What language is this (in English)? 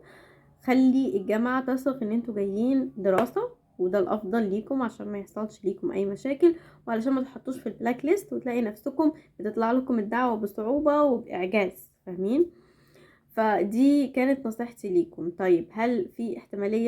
Egyptian Arabic